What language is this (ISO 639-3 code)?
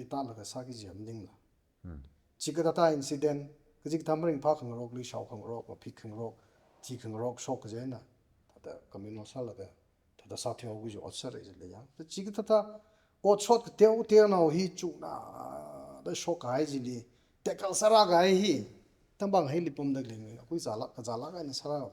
nmf